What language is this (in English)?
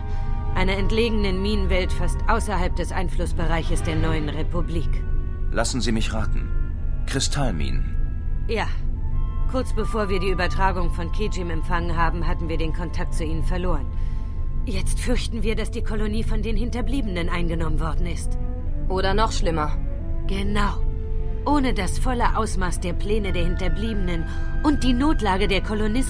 Bavarian